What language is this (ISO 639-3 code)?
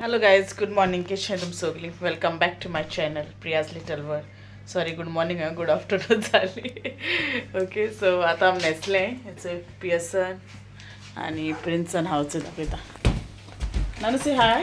kok